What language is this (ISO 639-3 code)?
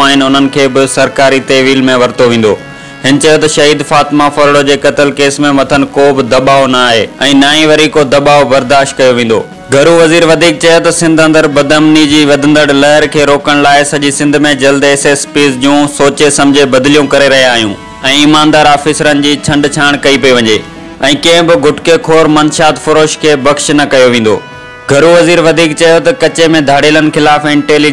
snd